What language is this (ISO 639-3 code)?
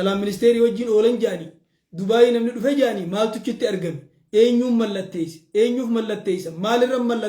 orm